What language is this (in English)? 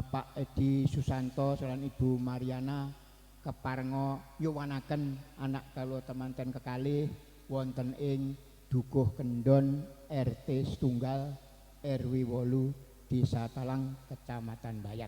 Javanese